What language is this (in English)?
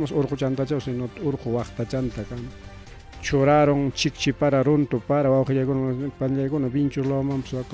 Ayacucho Quechua